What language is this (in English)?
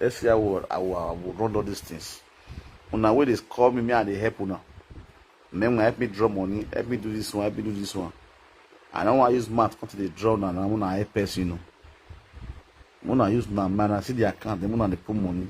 Nigerian Pidgin